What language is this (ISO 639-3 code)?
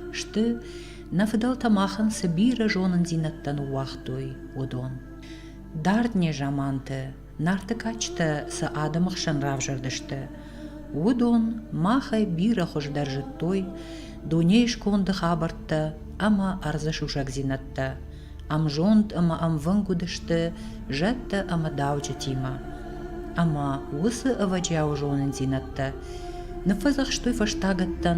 oss